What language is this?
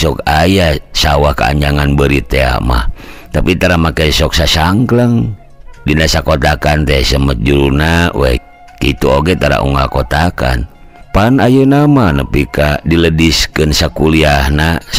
Sundanese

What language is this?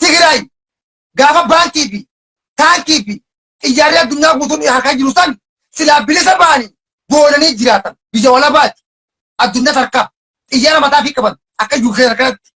Oromo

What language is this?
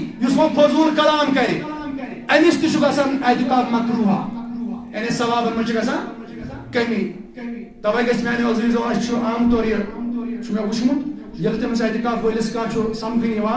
Kashmiri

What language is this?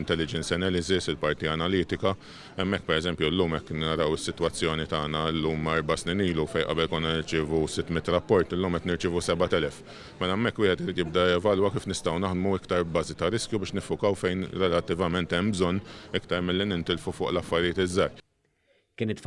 Maltese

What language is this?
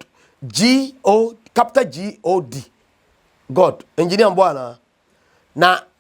Akan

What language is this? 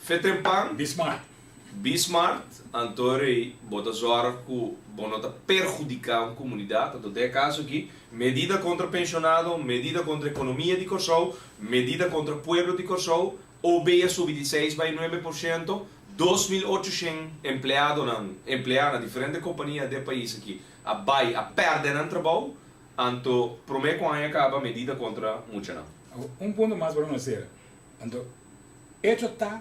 Papiamento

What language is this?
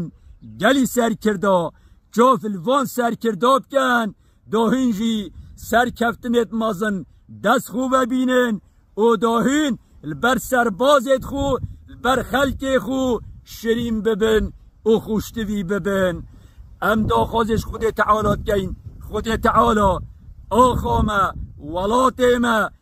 Kurdish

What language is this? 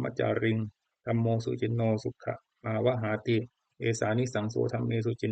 Pali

